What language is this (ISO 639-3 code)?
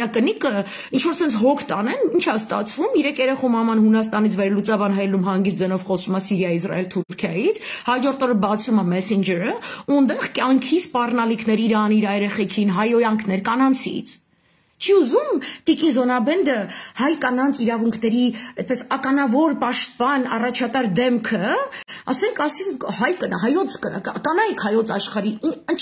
hye